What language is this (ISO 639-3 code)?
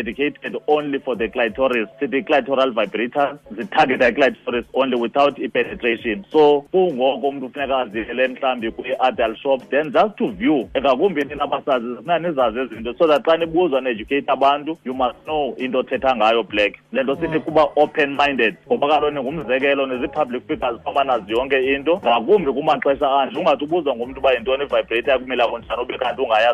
xho